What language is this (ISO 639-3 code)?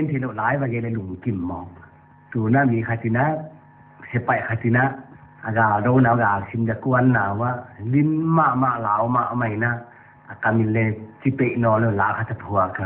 pck